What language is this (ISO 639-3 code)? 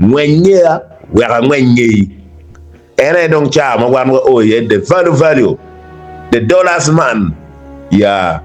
ach